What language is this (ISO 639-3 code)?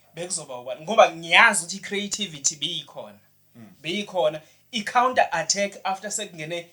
zul